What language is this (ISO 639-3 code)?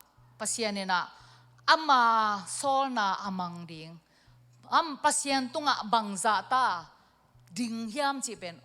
ctd